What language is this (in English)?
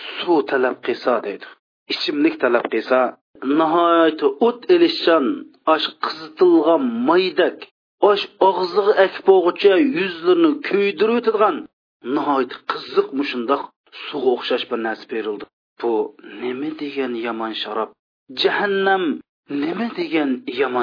Uyghur